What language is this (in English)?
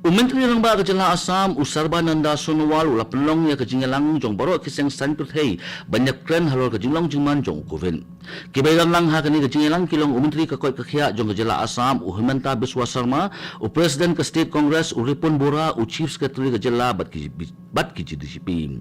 Khasi